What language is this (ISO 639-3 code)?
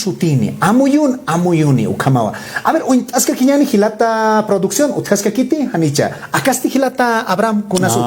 aym